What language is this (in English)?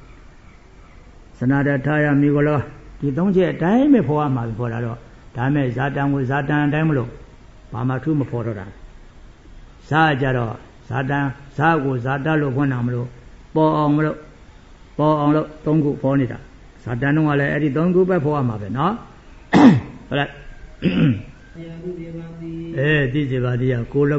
Burmese